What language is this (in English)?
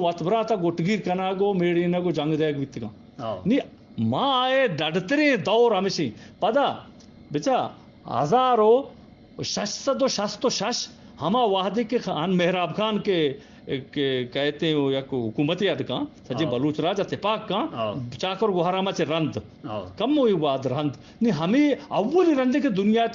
Eastern Balochi